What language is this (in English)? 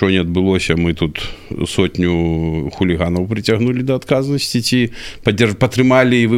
Belarusian